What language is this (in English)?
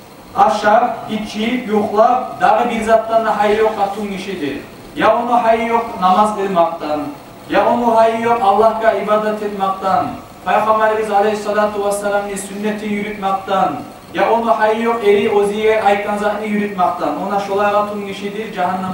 Kumyk